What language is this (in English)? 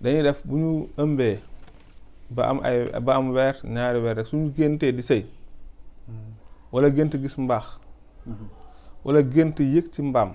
Wolof